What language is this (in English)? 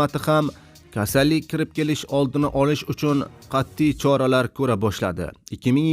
Uzbek